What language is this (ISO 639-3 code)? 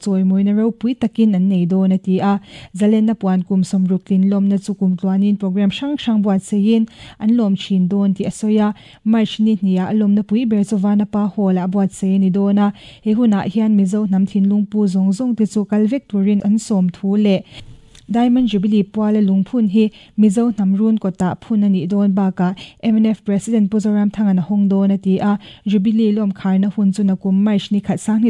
lus